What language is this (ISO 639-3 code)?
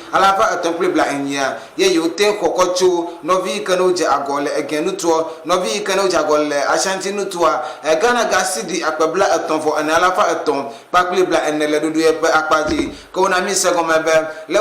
ewe